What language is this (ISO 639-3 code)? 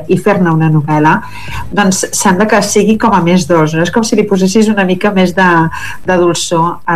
cat